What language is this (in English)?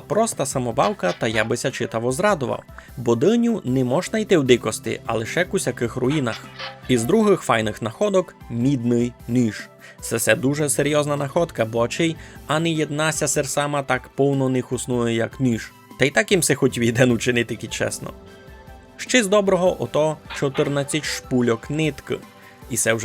Rusyn